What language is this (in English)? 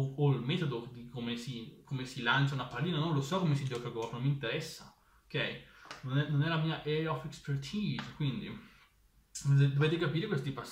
Italian